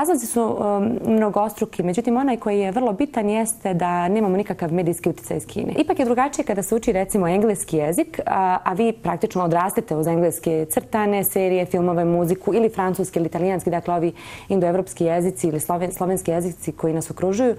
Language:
Bosnian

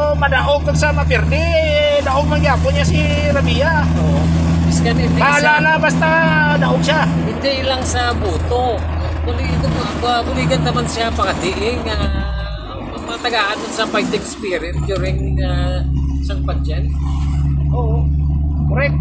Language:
Hiligaynon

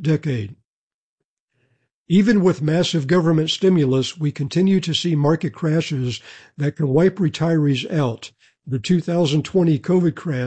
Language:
English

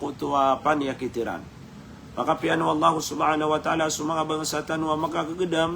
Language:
Maranao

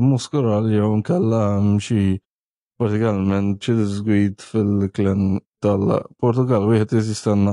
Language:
Maltese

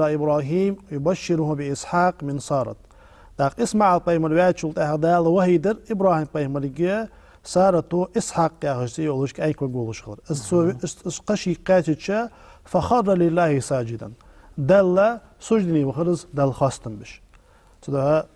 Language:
Ingush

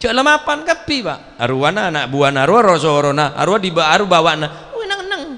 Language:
Madurese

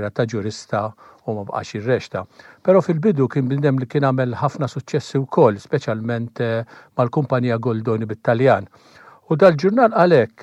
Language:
Maltese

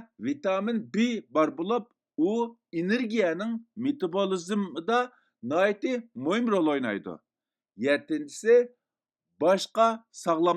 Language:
Uyghur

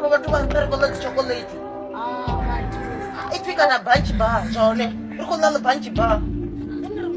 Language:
Venda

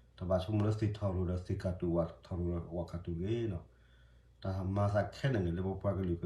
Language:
S'gaw Karen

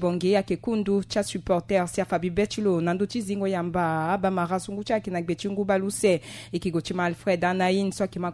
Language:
Sango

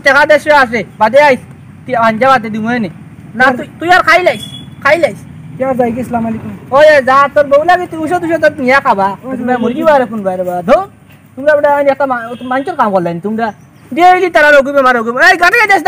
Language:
Sylheti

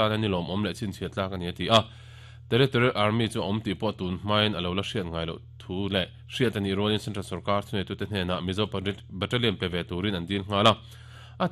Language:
Mizo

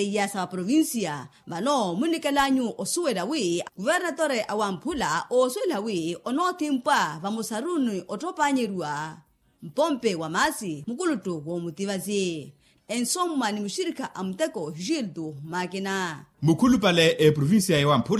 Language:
Makhuwa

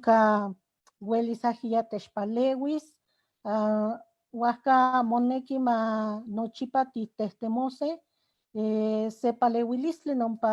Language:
Eastern Huasteca Nahuatl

